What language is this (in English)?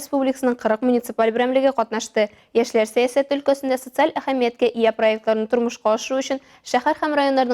Tatar